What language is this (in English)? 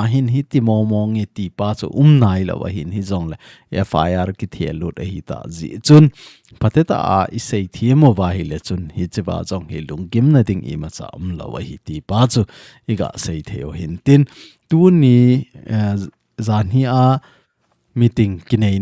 Thado Chin